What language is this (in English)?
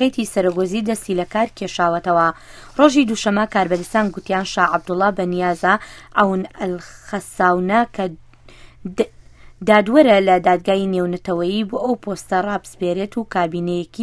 Central Kurdish